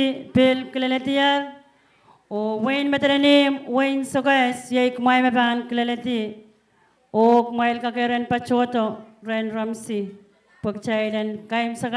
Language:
Pohnpeian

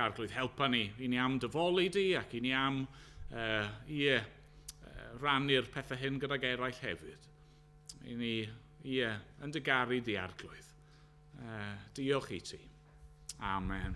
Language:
Welsh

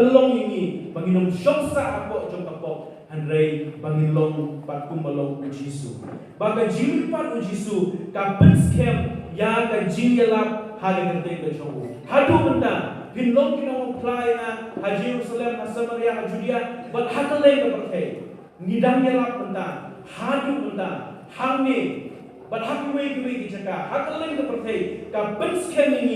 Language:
Khasi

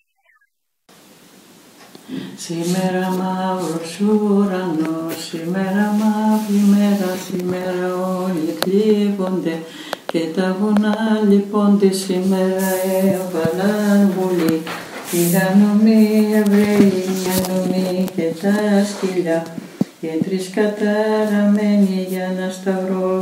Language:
Greek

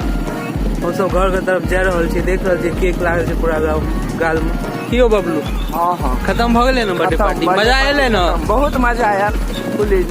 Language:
Maithili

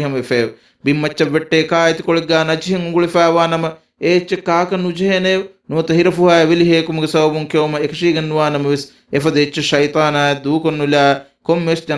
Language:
Divehi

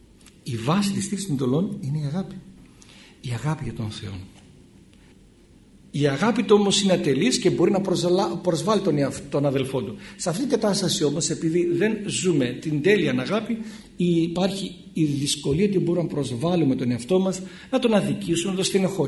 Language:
Greek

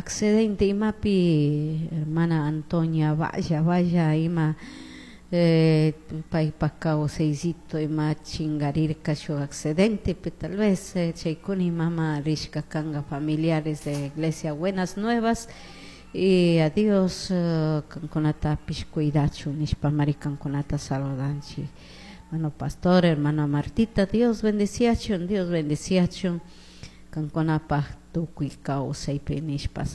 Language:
Chimborazo Highland Quichua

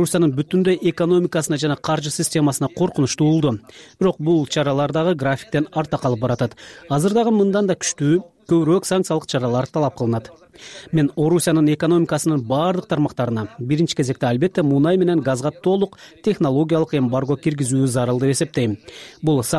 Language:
Kyrgyz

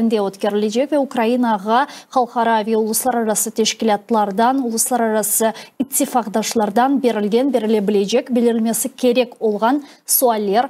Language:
Crimean Tatar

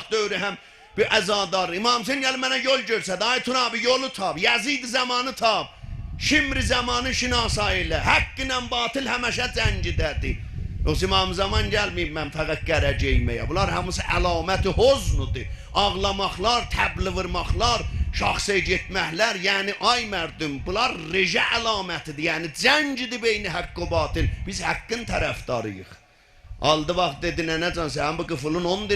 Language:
South Azerbaijani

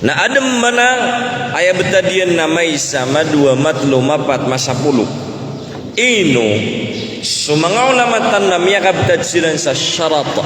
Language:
Maranao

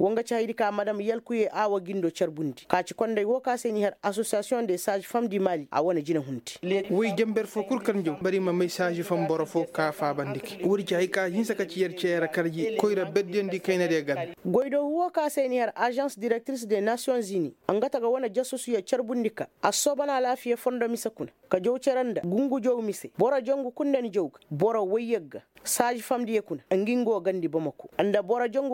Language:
Koyraboro Senni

